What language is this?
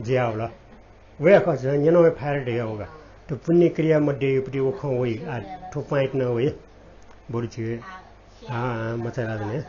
Newari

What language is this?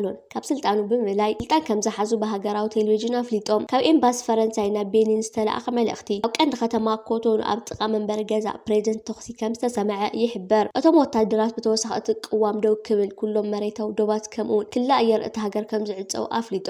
Tigrinya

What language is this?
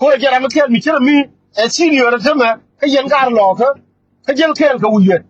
Nuer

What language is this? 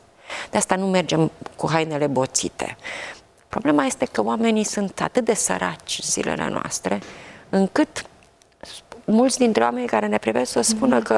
Romanian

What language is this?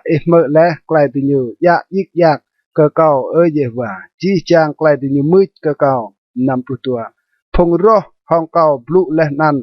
Rade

